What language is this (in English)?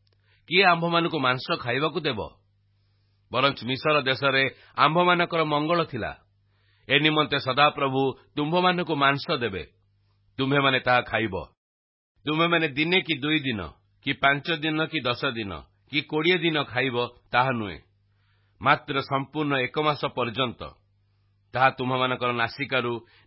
Odia